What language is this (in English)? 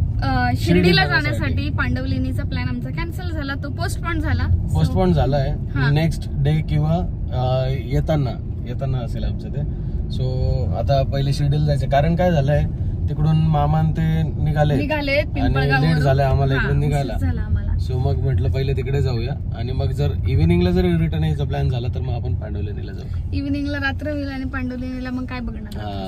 Marathi